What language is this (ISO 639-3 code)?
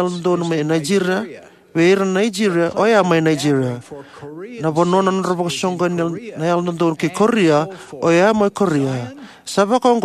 fij